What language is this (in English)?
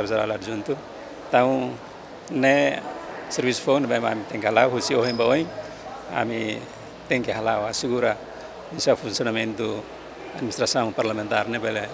Tetum